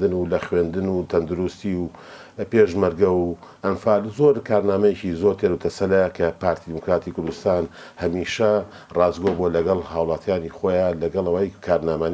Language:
Central Kurdish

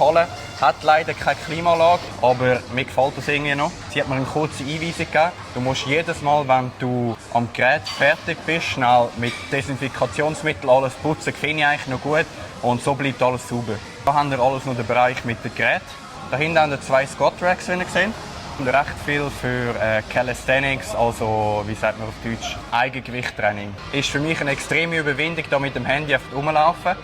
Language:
Swiss German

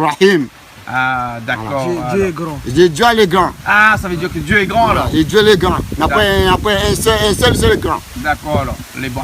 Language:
Réunion Creole French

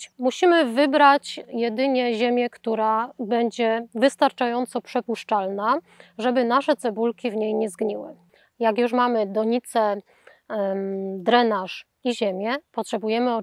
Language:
Polish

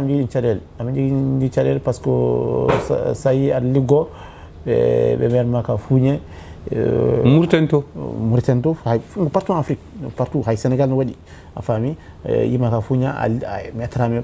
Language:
Fula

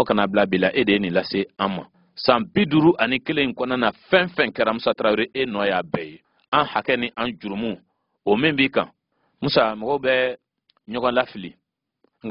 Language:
Bambara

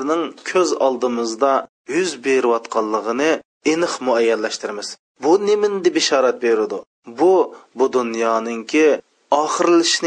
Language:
Uyghur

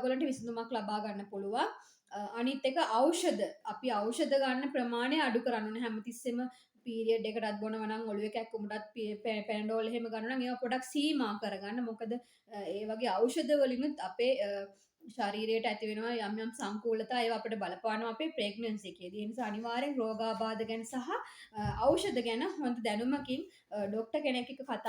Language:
Sinhala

